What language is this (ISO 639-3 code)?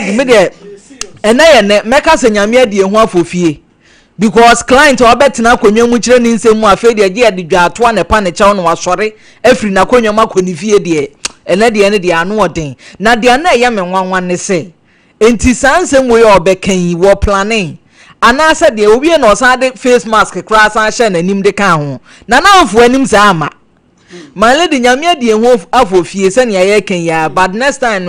aka